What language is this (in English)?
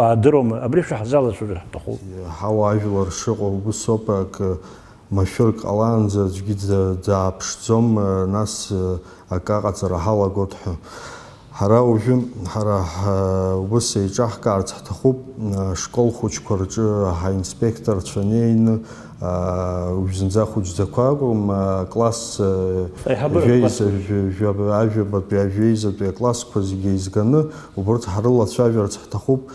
Abkhazian